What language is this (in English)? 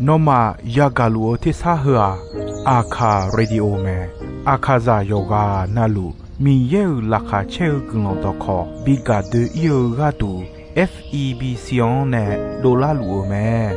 Akha